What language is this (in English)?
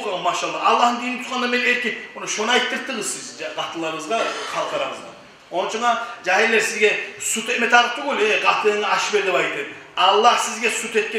Kumyk